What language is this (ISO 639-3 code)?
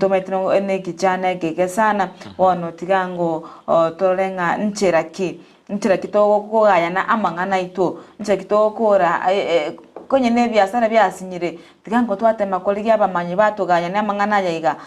guz